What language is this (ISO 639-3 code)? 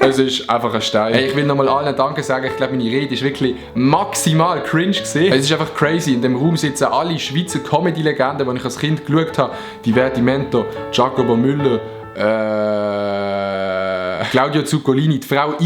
gsw